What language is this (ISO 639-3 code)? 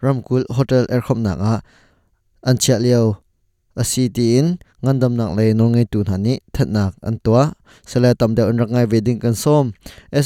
cnh